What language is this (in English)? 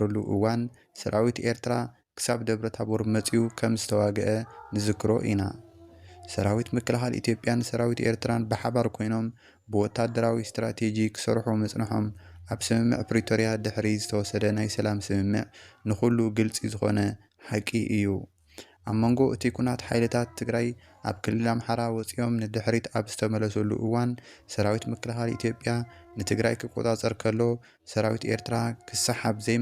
Tigrinya